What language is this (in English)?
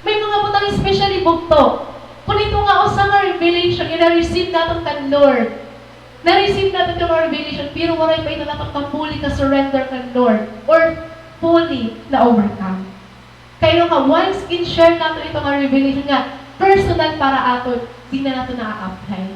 Waray